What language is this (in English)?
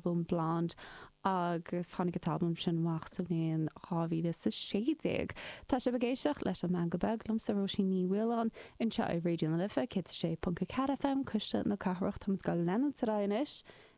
Irish